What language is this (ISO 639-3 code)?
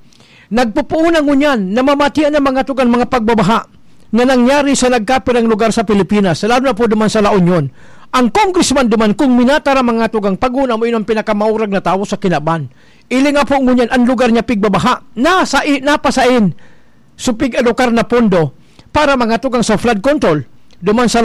bik